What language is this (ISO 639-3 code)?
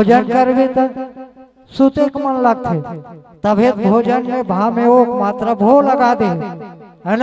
hne